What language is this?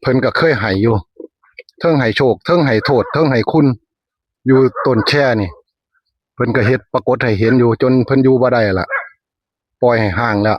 Northeastern Thai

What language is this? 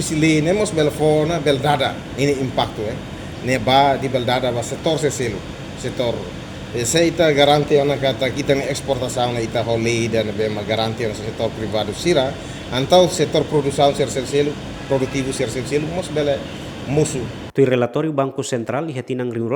Tetum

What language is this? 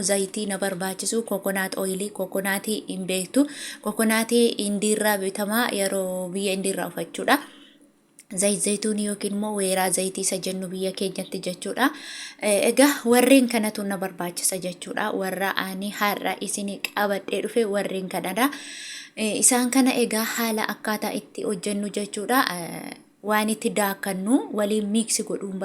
Oromo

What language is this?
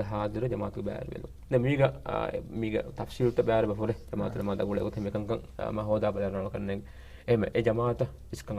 Divehi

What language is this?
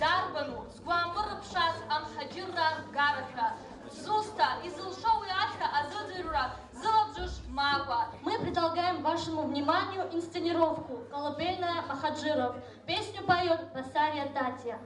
Abkhazian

